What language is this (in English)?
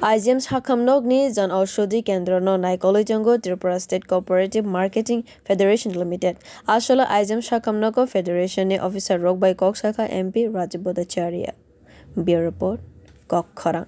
Kok Borok